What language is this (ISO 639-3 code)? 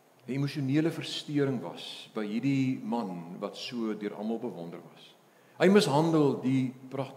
afr